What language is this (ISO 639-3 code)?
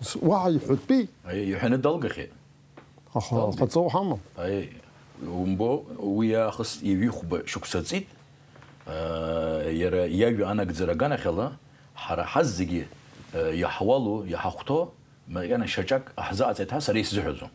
abk